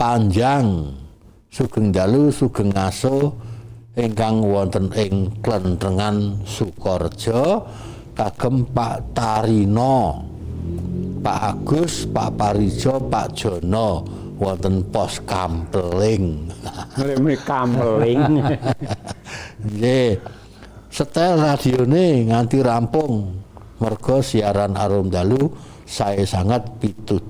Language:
Javanese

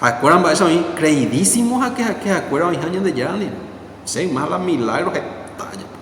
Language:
Guarani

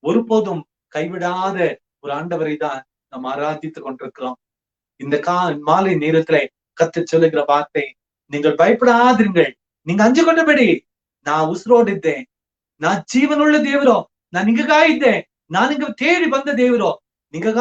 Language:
Badaga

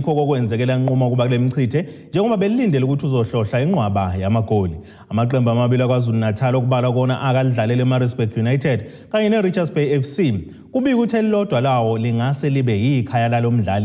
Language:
Zulu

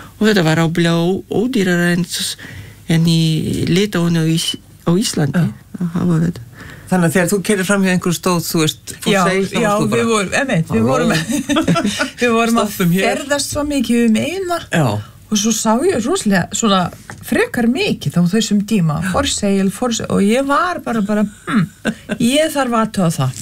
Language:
Icelandic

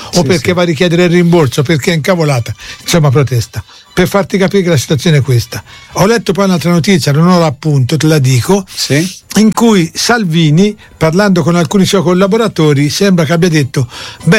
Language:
Italian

